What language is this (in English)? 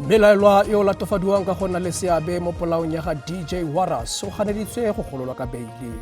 Tswana